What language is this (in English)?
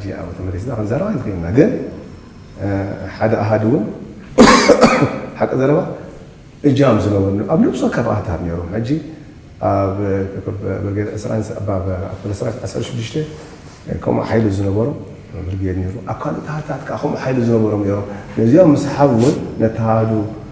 Tigrinya